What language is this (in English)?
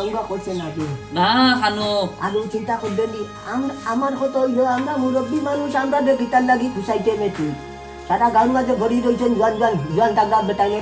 Sylheti